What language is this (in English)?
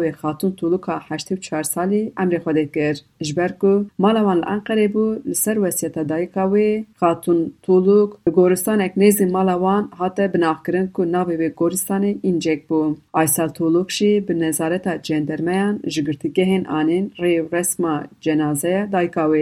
Kurdish